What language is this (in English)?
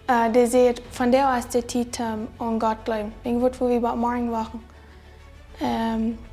Plautdietsch